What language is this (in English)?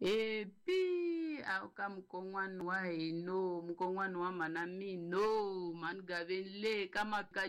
Tsonga